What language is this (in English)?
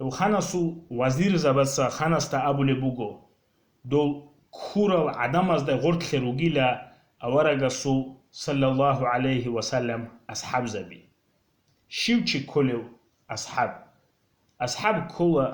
Avaric